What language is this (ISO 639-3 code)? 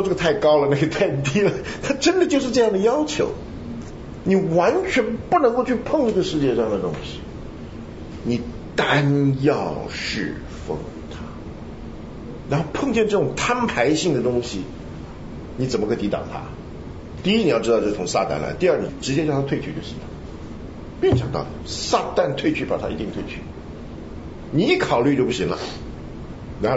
zho